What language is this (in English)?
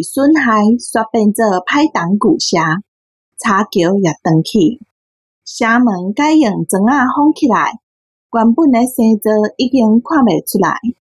Min Nan Chinese